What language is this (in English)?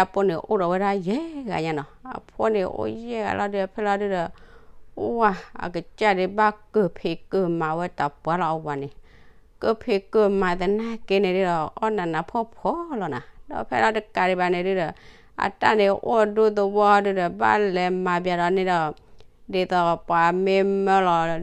S'gaw Karen